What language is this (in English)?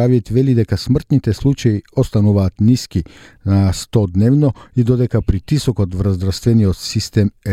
Macedonian